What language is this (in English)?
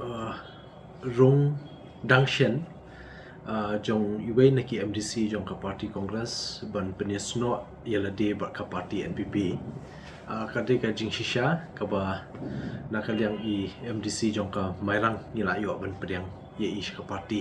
Khasi